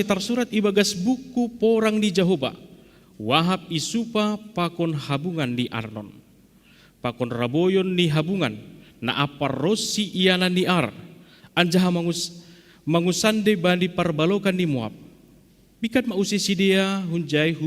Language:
Batak Simalungun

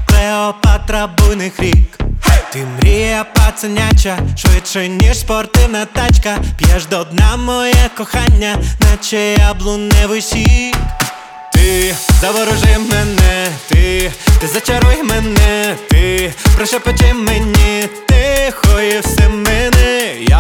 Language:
Ukrainian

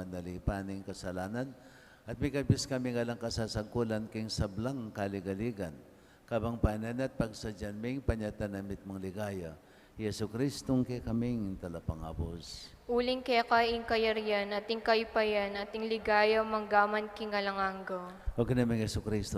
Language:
Pampanga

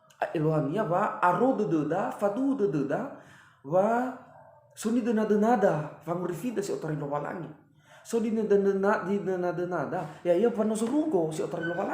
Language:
Nias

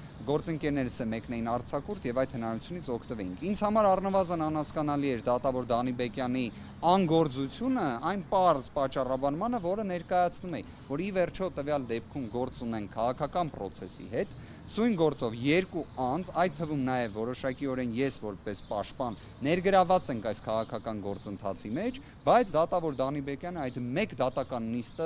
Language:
Armenian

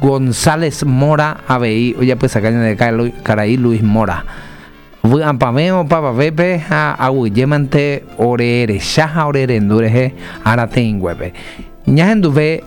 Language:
Guarani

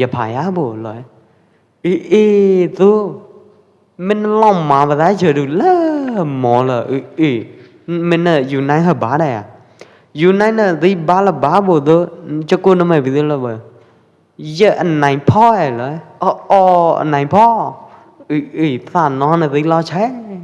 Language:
Pwo Eastern Karen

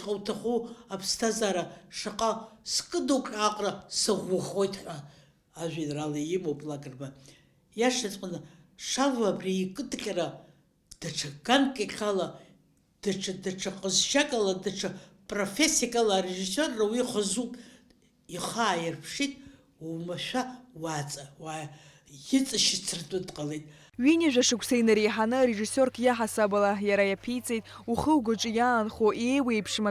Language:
Abkhazian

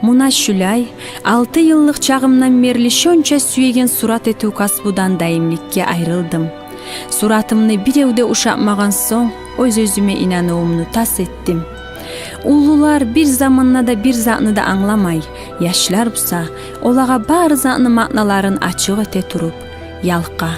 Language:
Kumyk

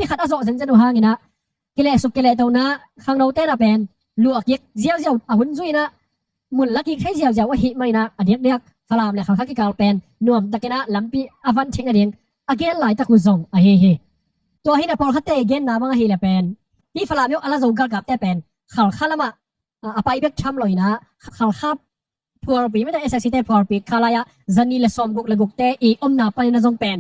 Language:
Tedim Chin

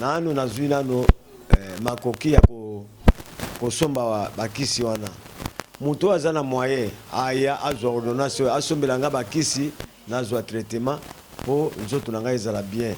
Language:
Lingala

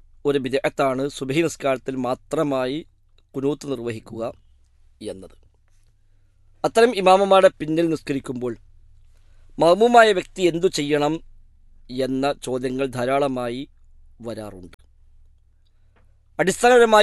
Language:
Malayalam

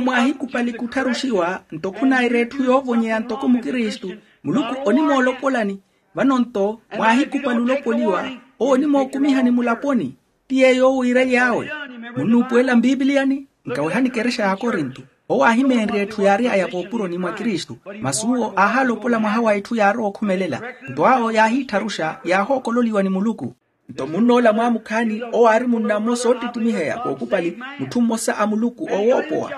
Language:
Makhuwa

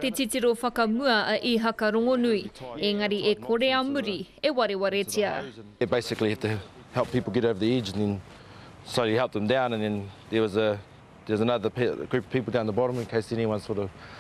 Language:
Māori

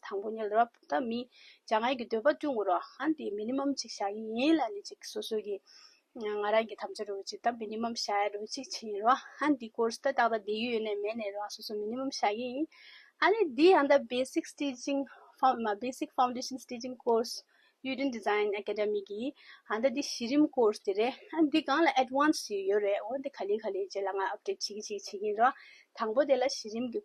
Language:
Tibetan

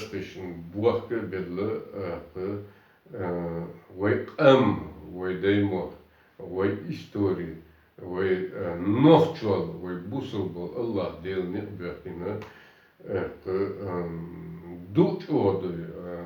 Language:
Chechen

